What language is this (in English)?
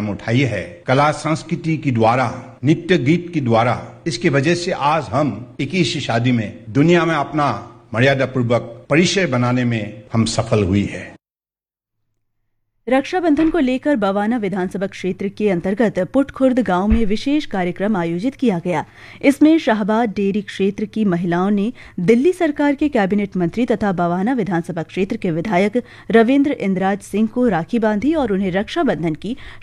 Hindi